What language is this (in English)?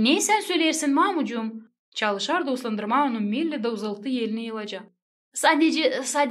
Gagauz